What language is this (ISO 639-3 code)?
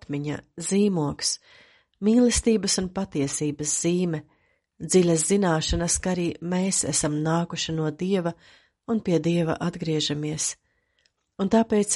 lav